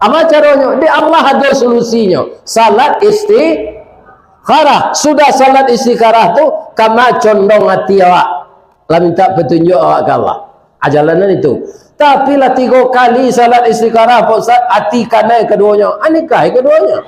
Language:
Minangkabau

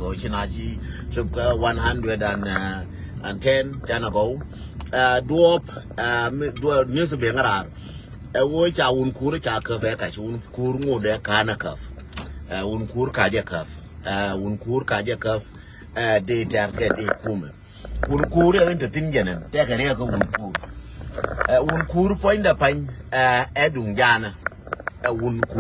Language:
Nuer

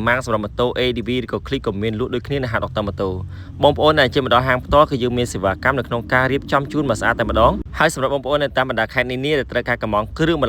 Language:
Khmer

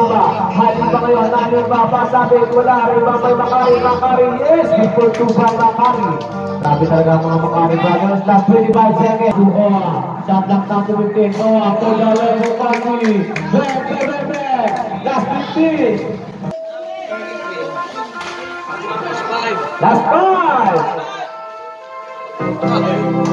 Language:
Filipino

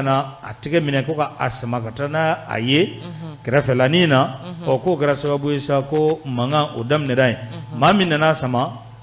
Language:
Bambara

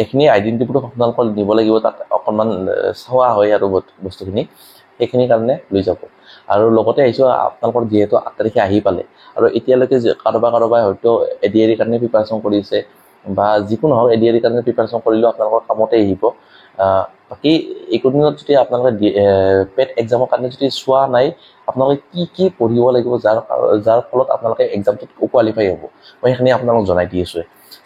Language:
Assamese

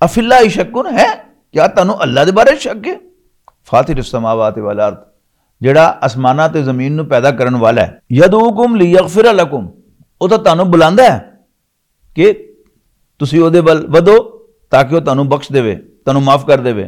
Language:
Western Panjabi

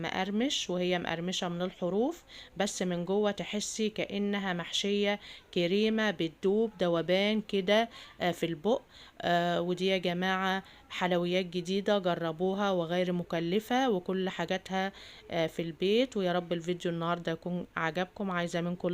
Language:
Egyptian Arabic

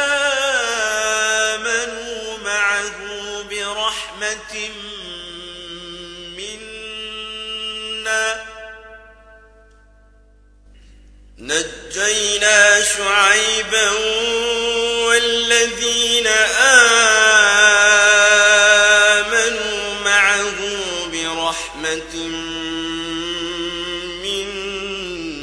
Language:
Arabic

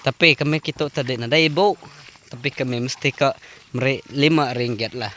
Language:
Iban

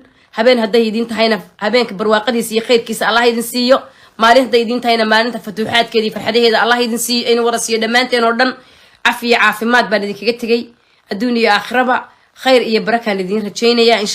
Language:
Somali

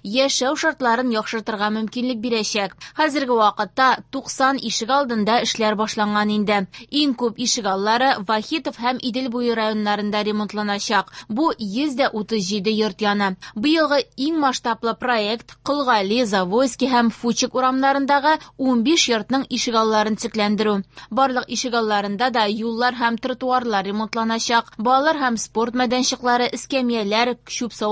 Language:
Tatar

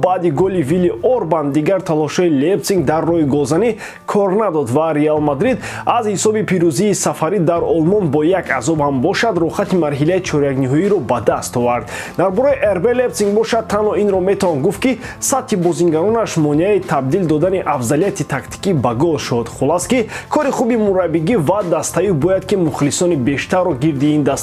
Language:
Tajik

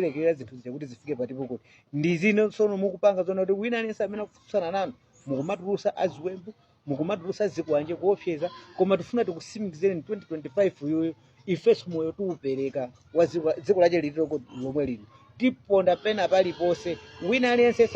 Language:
Nyanja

